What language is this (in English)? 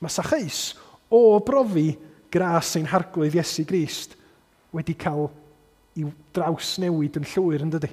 Welsh